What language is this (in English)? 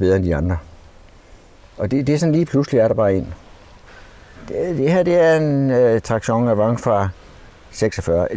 Danish